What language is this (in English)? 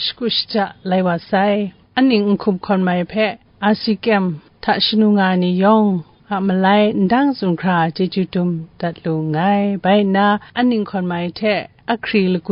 Kachin